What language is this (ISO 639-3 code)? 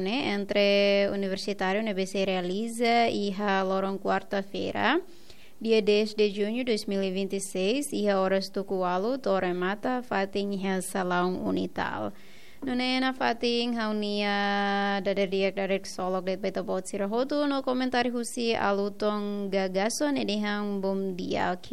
tet